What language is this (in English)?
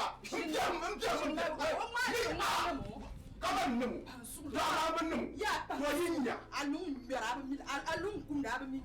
Dagbani